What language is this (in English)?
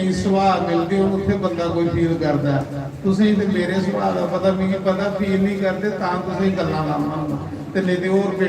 Dogri